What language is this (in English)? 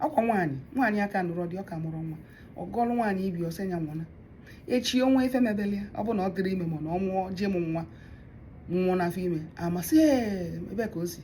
Igbo